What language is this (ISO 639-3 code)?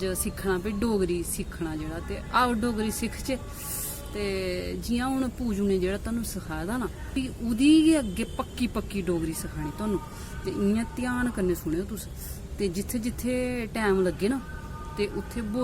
doi